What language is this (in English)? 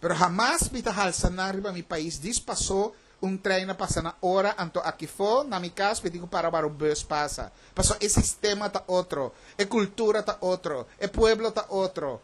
Papiamento